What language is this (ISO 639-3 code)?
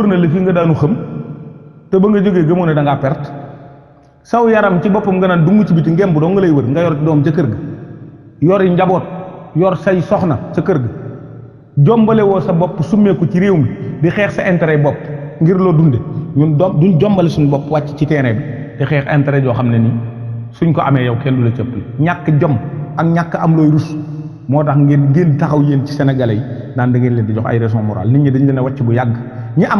wol